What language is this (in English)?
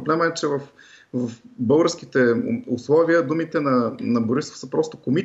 Bulgarian